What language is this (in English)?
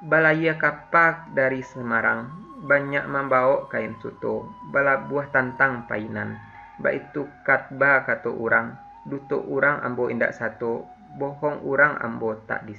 Minangkabau